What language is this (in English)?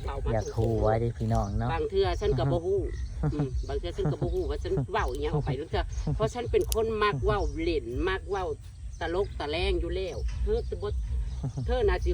Northeastern Thai